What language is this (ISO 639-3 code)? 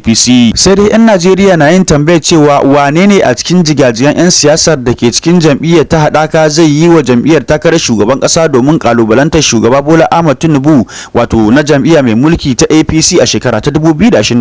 hau